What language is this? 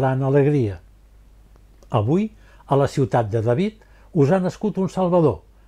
Catalan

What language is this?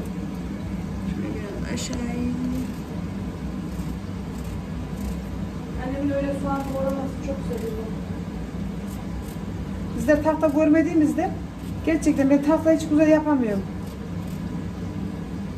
Turkish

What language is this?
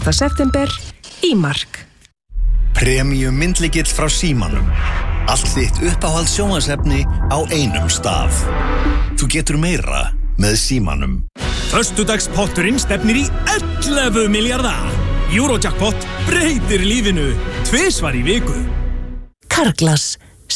Icelandic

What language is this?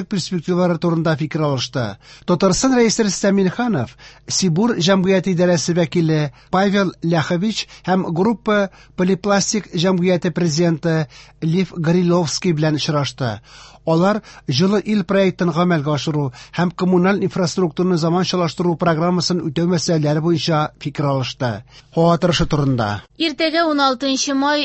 Tatar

